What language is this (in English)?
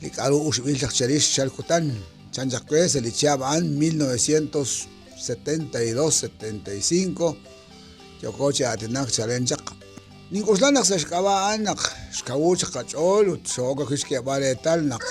Kekchí